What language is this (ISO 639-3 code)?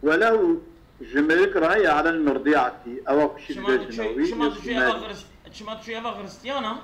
kur